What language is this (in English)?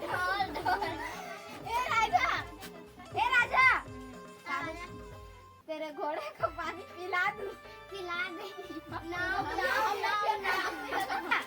Chhattisgarhi